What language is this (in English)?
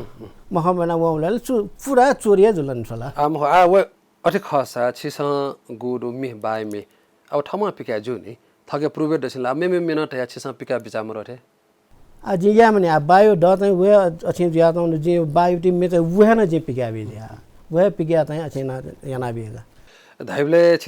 Newari